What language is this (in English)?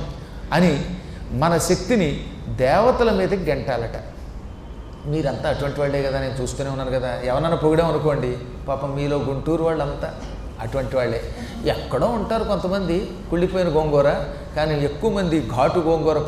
Telugu